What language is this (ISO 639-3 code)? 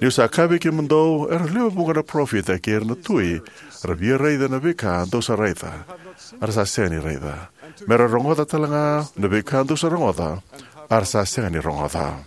fij